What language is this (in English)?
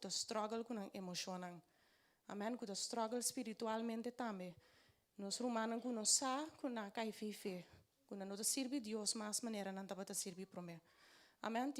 Papiamento